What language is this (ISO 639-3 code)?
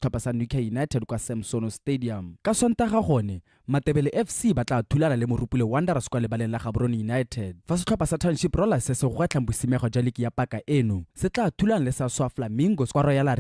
tsn